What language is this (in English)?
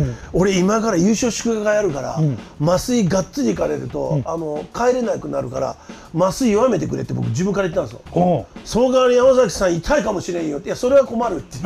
Japanese